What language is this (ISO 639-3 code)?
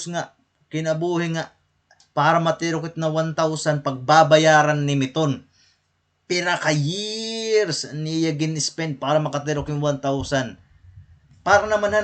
war